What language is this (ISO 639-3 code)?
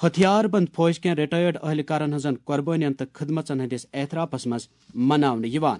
kas